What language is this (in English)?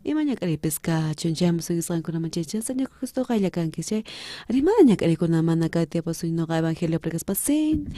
South Bolivian Quechua